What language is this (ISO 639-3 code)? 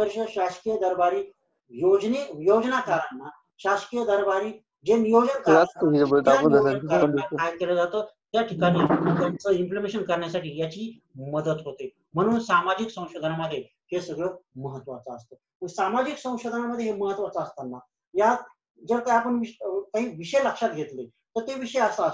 mar